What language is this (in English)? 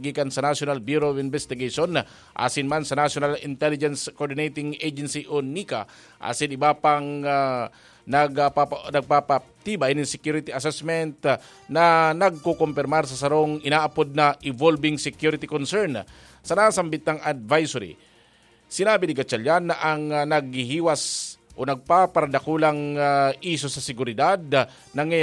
Bikol